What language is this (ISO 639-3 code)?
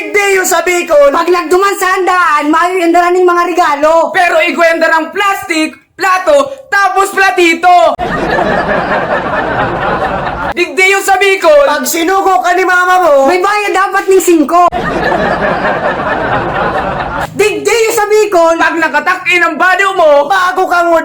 bik